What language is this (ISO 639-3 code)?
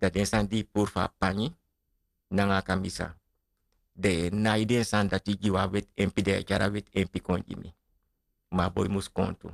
srn